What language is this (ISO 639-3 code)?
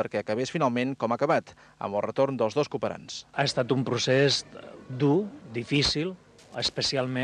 cat